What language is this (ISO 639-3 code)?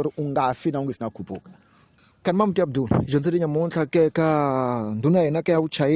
tso